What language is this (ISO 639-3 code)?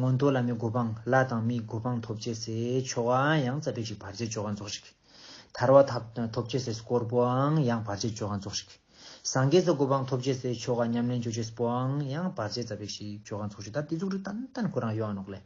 lbj